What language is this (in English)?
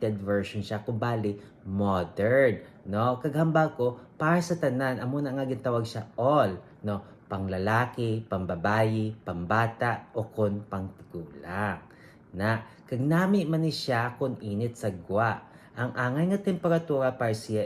Hiligaynon